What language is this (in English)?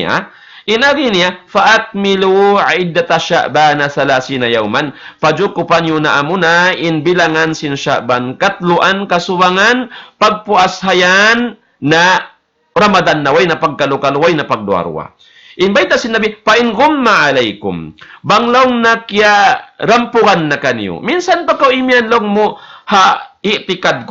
Tausug